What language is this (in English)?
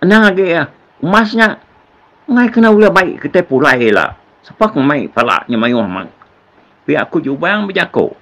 Iban